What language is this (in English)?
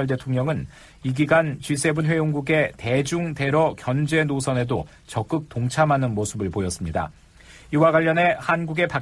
Korean